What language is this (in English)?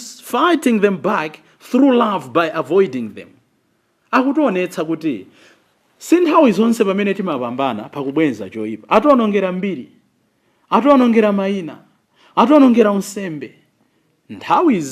Nyanja